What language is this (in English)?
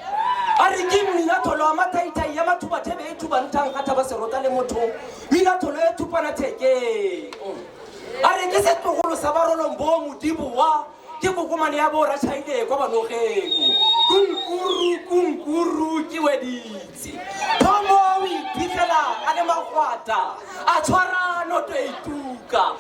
Tswana